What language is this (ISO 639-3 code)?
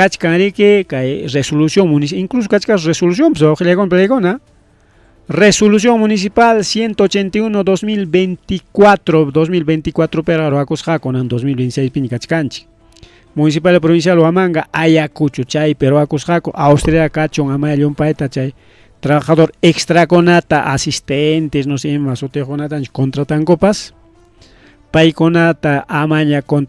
quy